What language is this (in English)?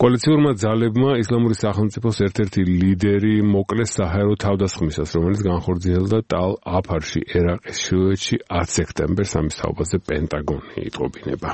Georgian